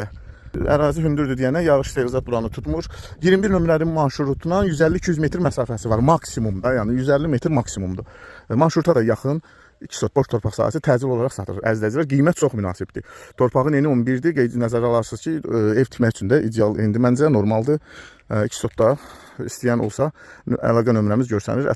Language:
Azerbaijani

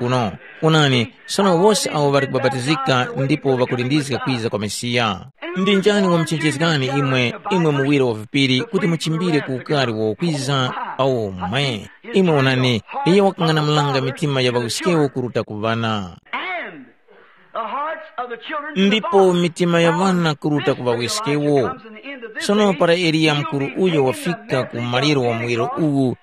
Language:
Tumbuka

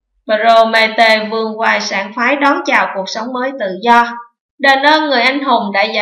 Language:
Vietnamese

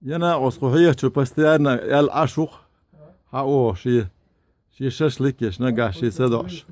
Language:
Chechen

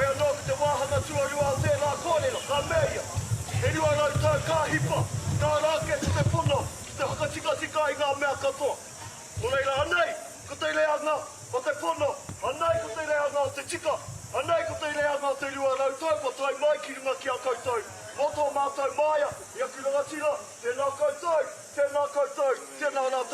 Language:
Māori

